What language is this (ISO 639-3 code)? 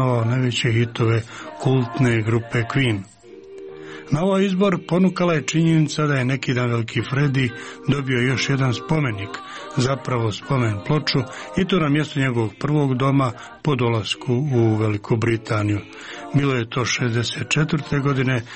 hrv